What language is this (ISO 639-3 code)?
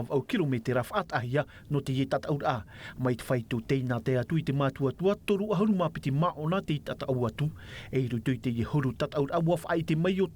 tah